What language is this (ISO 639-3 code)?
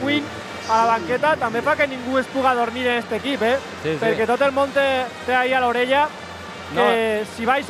cat